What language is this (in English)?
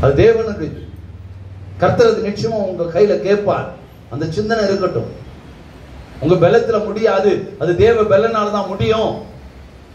Tamil